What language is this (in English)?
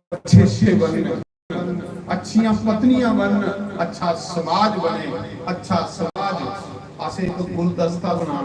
Dogri